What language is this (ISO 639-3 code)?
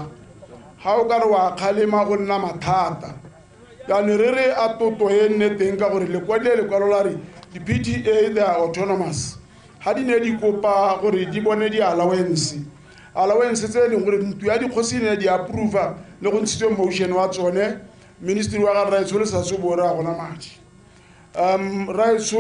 tsn